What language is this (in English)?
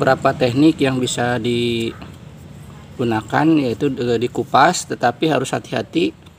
Indonesian